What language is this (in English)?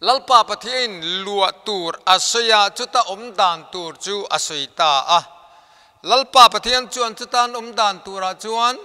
Mizo